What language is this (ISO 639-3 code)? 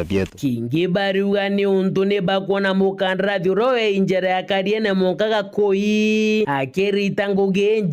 mer